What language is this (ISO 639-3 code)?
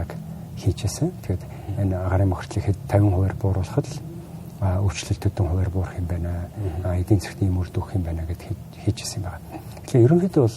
mon